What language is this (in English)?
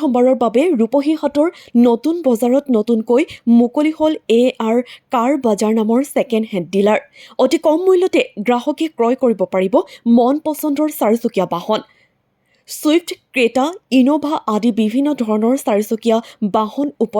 Assamese